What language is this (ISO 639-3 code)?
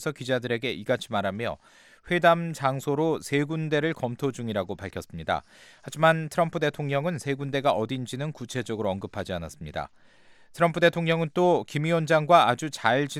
kor